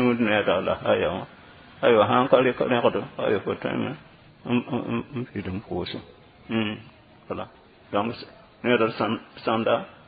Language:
Mossi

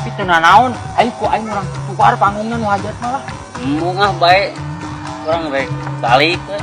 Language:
Sundanese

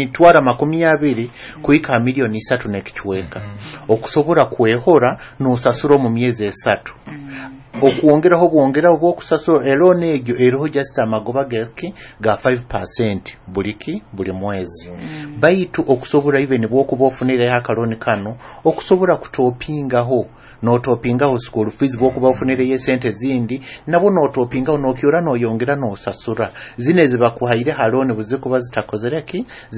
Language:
Nyoro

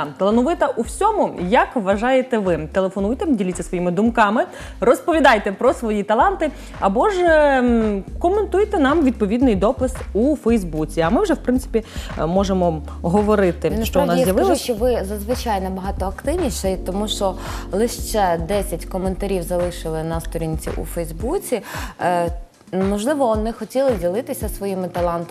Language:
Ukrainian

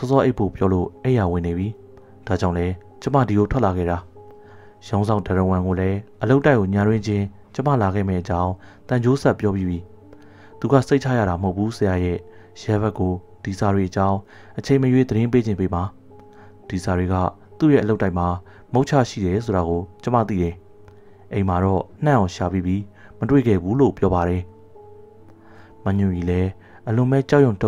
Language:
Burmese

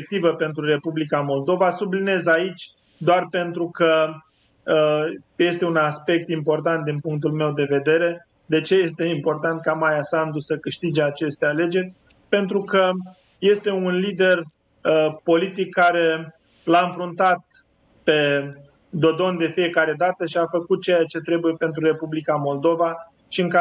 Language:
Romanian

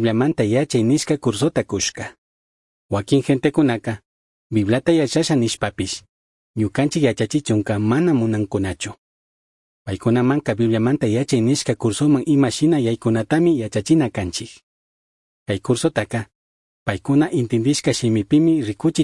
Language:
Chimborazo Highland Quichua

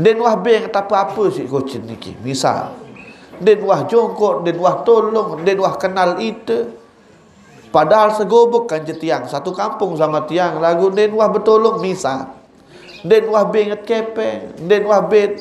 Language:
Sasak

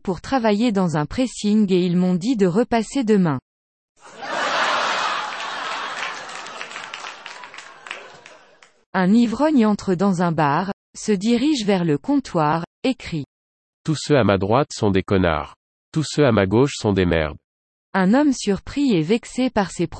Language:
French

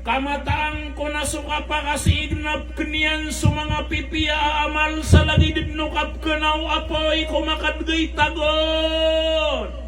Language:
Maranao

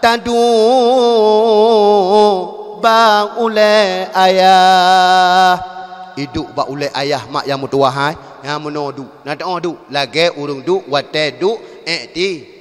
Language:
Achinese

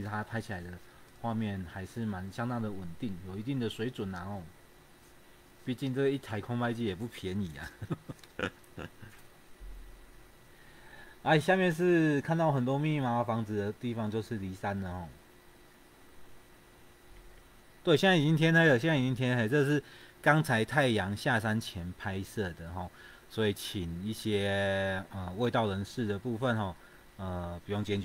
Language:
Chinese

